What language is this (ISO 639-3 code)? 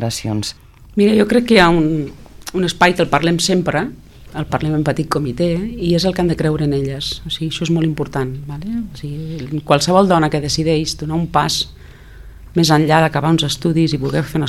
cat